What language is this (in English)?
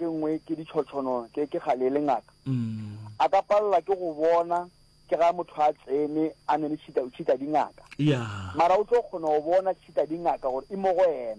Northern Sotho